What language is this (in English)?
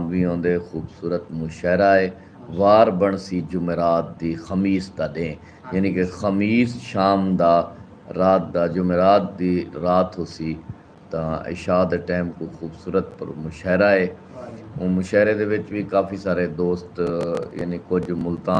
Saraiki